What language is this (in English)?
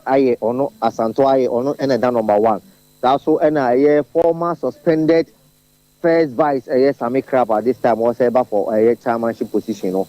Akan